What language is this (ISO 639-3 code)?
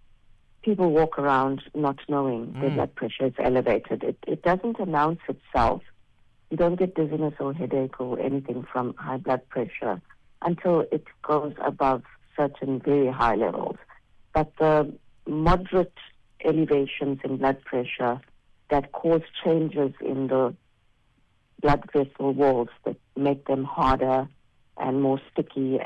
eng